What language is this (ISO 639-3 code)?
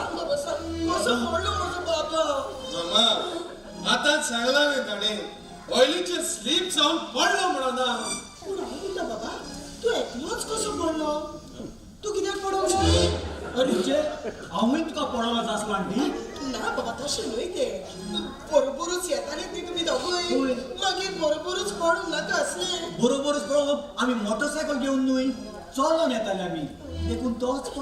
kok